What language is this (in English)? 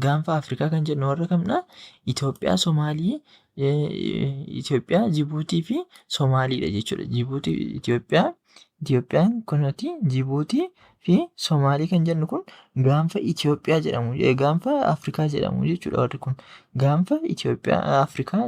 Oromo